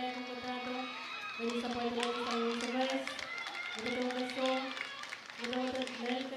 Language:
Pohnpeian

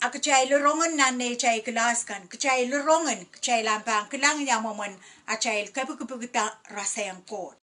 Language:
Pohnpeian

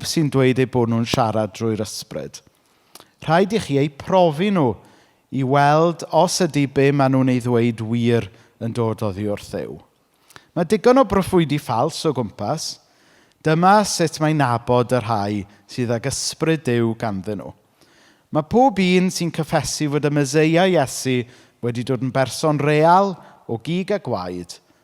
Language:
Welsh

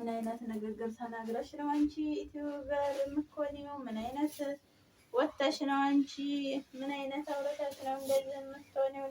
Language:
Amharic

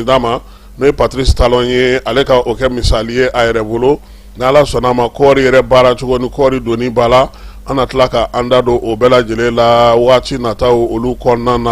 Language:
Bambara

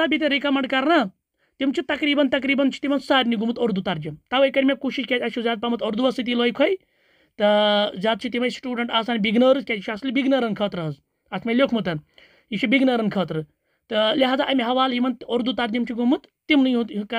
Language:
Kashmiri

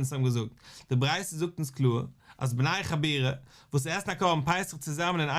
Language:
Yiddish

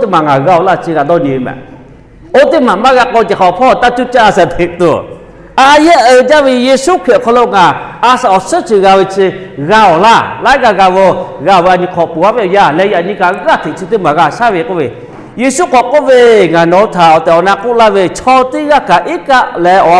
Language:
Lahu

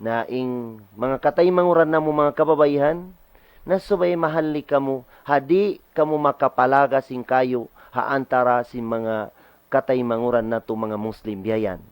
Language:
Tausug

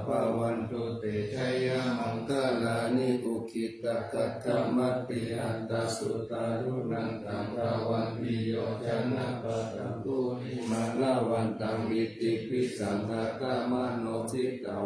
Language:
Pali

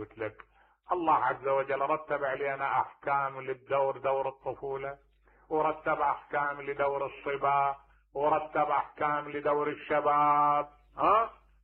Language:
Mesopotamian Arabic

